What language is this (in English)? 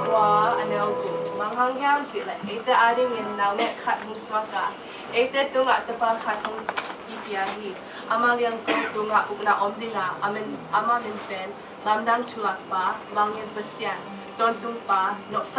Tedim Chin